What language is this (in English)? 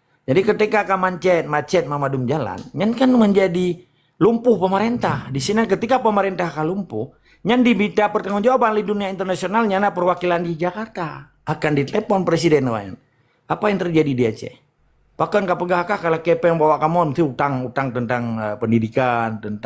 Achinese